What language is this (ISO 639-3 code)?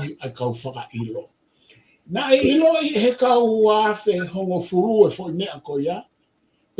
ton